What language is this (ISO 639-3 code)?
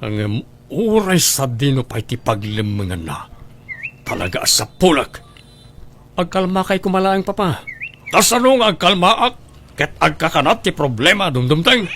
ilo